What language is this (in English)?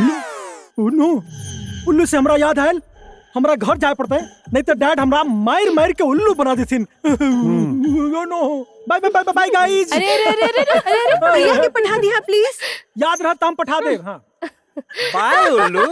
Maithili